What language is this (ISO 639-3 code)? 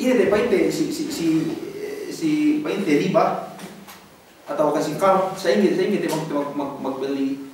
yka